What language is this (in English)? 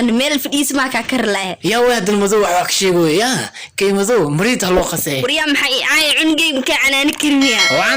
Somali